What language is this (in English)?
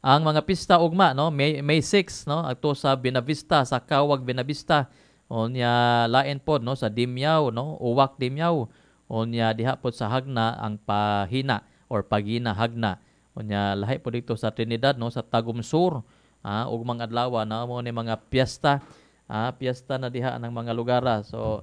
Cebuano